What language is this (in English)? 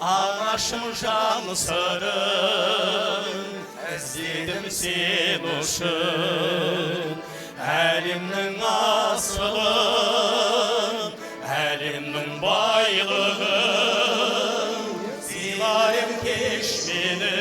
Kara-Kalpak